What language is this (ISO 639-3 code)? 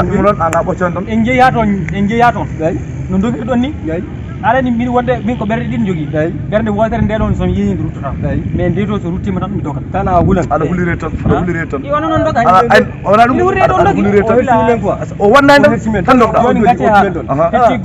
ful